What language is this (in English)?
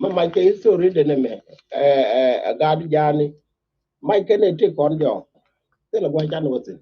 Nuer